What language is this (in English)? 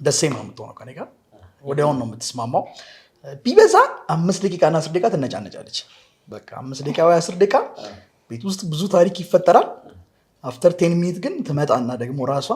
Amharic